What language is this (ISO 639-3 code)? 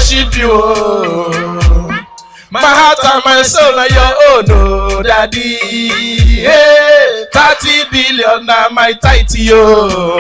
pcm